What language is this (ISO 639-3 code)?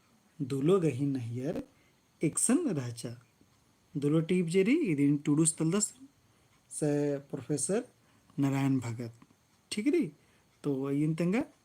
kru